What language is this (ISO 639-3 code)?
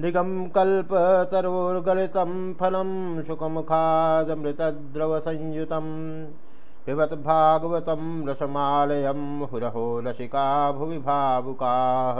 san